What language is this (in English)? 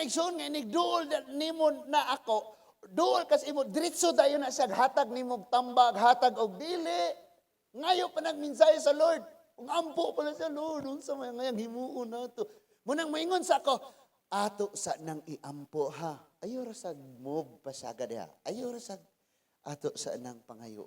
Cebuano